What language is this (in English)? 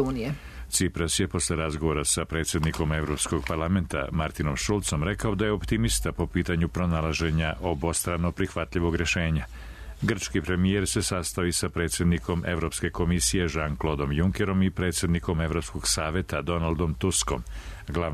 Serbian